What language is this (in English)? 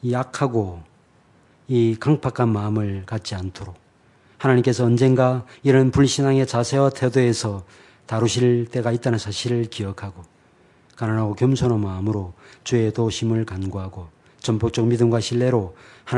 Korean